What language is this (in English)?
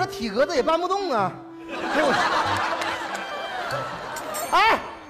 Chinese